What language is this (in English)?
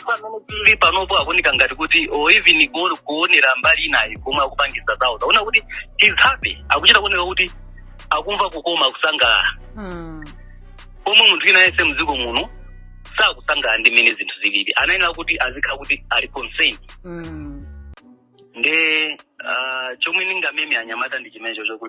Nyanja